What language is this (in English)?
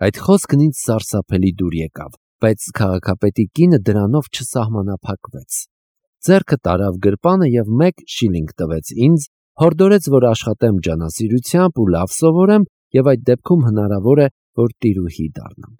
Armenian